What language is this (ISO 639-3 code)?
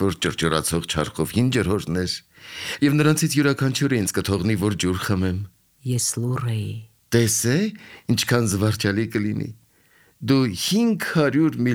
hye